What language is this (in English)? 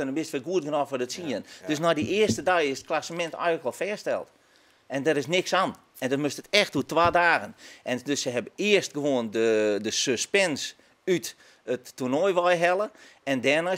Western Frisian